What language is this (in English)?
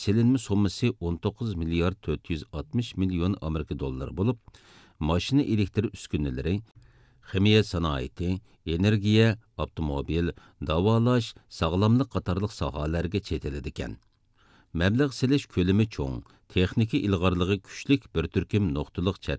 Uyghur